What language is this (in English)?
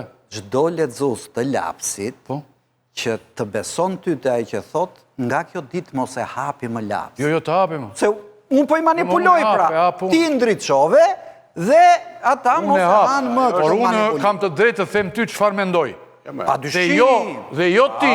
Albanian